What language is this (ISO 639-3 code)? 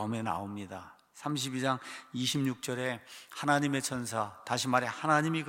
kor